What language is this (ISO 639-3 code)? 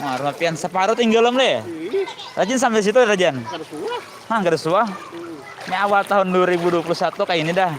bjn